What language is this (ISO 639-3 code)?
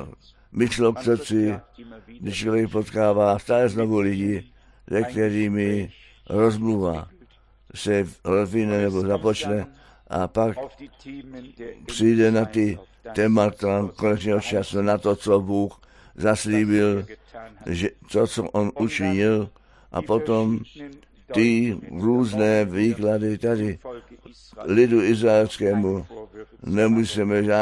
ces